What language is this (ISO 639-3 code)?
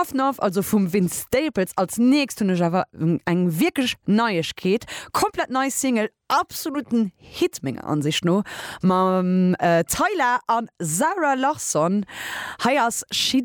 ltz